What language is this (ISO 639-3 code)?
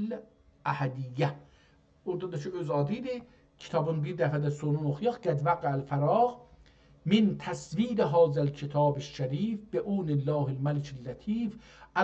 azb